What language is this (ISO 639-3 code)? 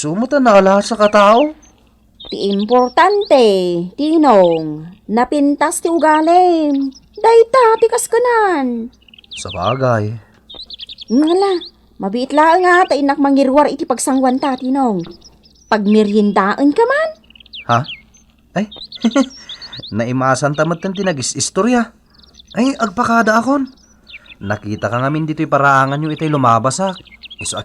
ilo